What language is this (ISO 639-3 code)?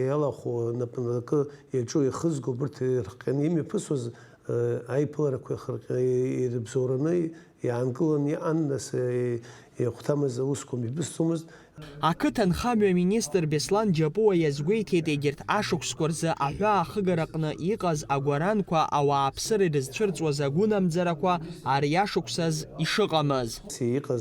abk